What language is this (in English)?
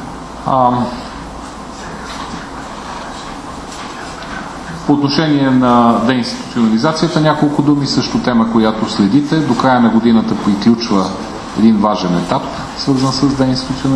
Bulgarian